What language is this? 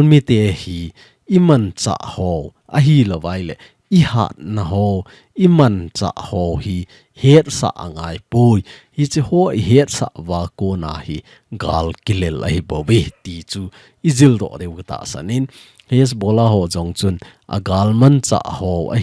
Thado Chin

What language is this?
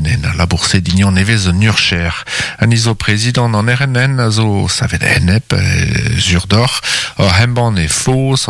Breton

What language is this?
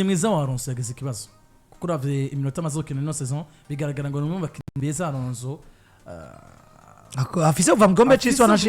Rundi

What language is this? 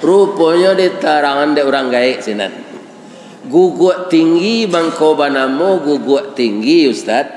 Minangkabau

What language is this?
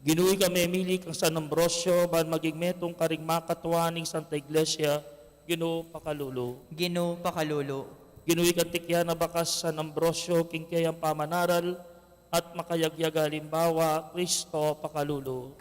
Pampanga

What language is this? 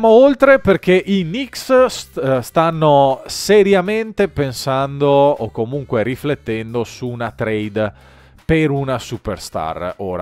Italian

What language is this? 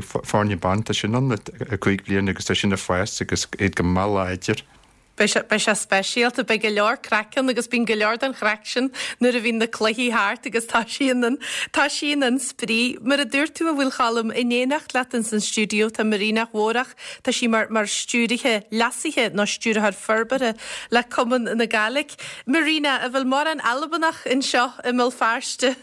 Irish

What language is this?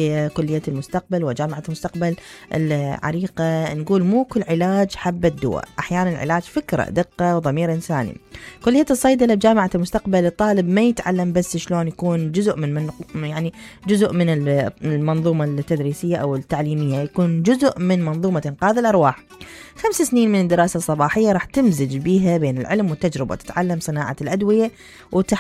Mesopotamian Arabic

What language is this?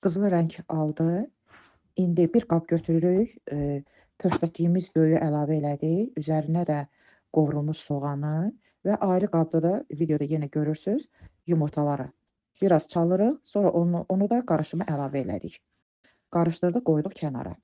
Azerbaijani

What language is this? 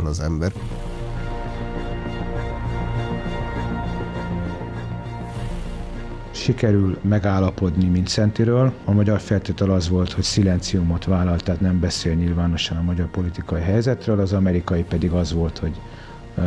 Hungarian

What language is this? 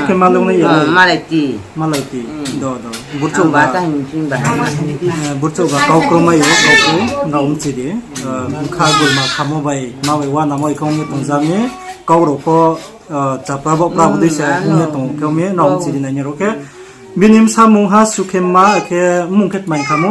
Riang (India)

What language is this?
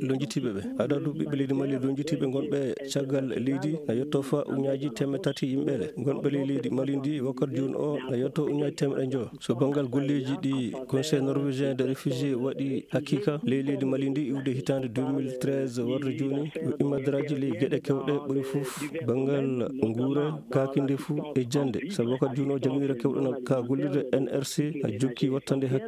Fula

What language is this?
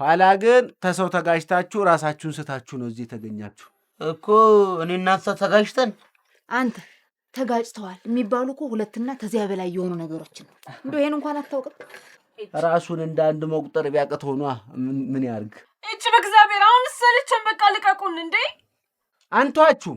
Amharic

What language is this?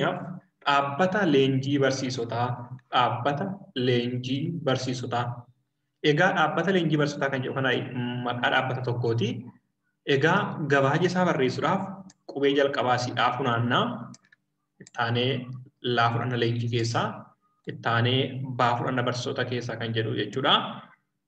Oromo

